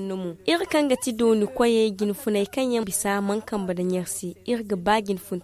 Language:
Zarma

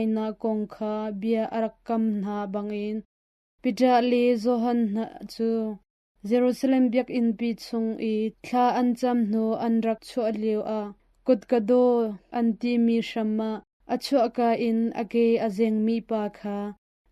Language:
Hakha Chin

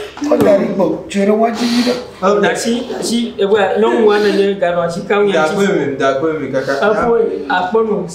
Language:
Ewe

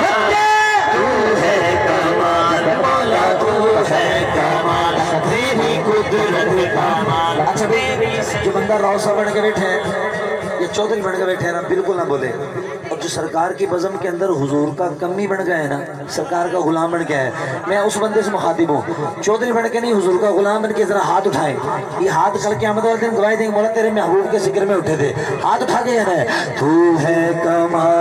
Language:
Urdu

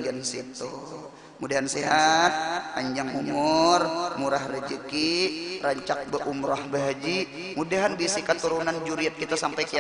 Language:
Banjar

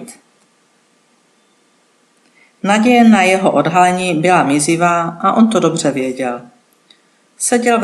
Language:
Czech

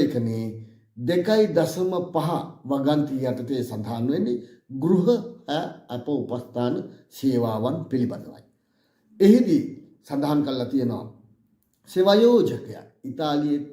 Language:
Sinhala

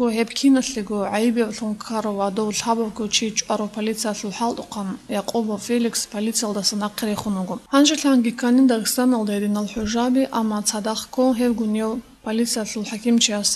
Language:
Avaric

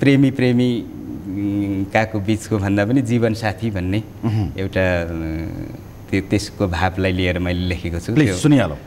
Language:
Nepali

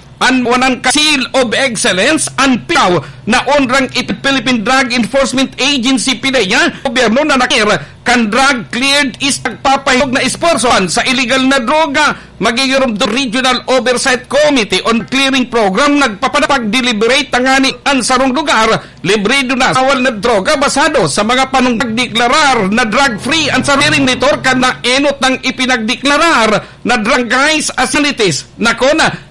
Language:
Bikol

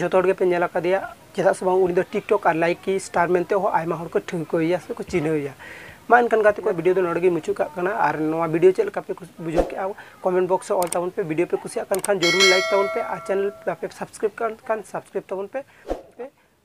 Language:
Santali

